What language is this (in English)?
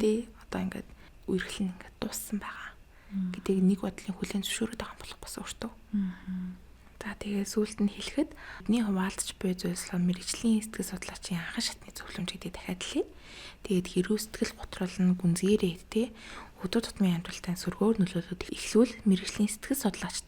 Mongolian